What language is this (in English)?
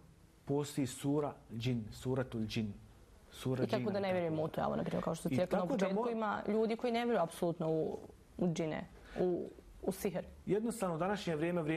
Bosnian